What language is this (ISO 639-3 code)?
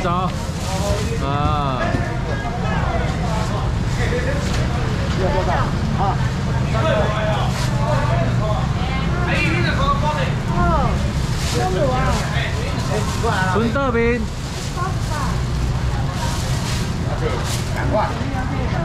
zho